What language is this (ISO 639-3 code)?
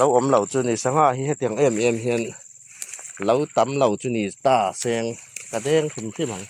hmr